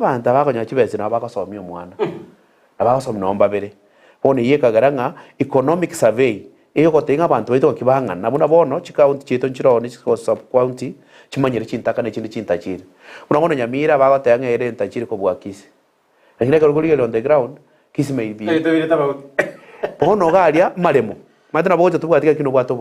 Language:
Gusii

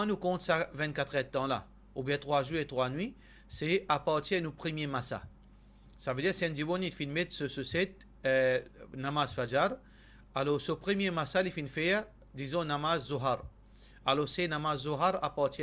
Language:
Morisyen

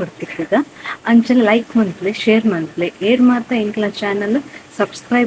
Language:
Tulu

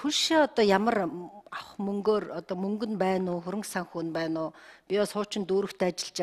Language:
Mongolian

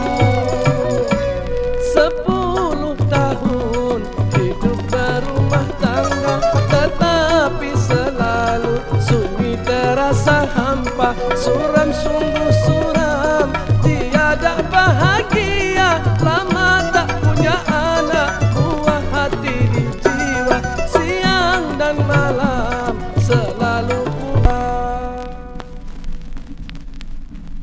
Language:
Malay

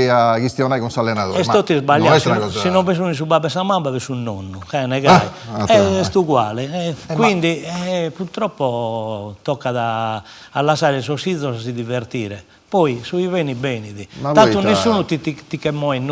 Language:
Sardinian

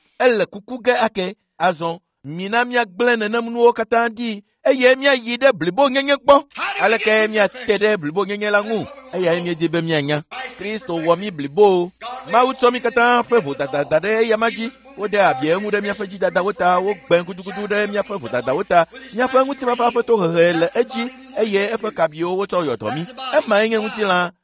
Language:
Ewe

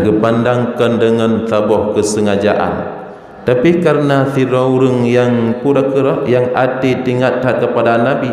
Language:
Achinese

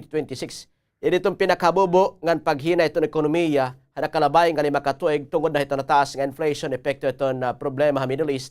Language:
Waray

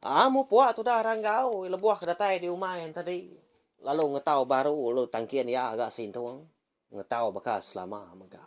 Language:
Iban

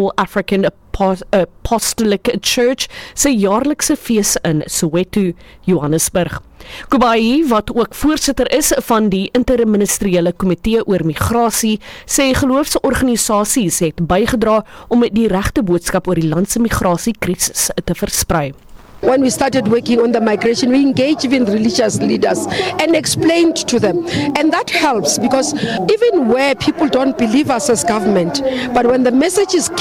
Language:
Afrikaans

